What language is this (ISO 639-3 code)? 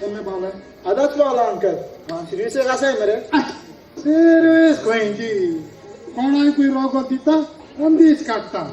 kok